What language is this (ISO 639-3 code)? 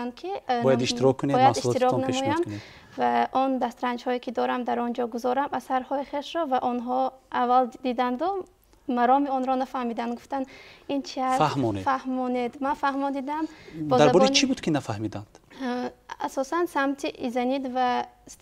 tgk